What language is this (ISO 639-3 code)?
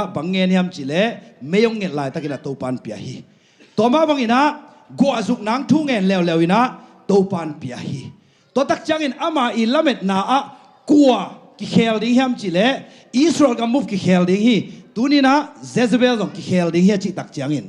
ctd